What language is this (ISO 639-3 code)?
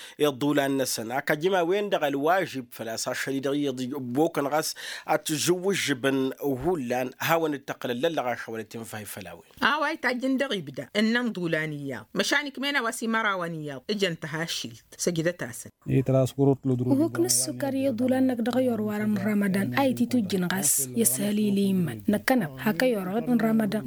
taq